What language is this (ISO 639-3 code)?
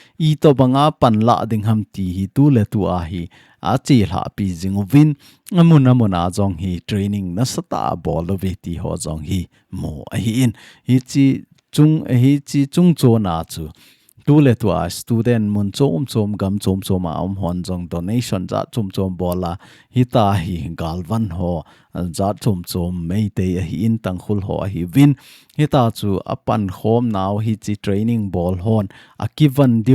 tcz